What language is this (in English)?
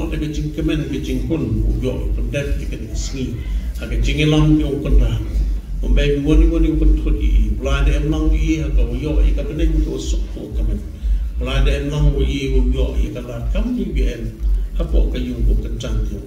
Khasi